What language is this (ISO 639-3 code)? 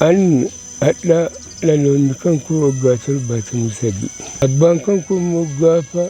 orm